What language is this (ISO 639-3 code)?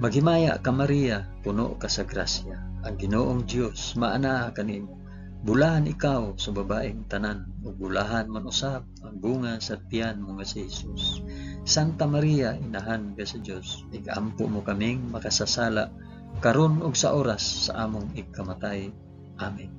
ceb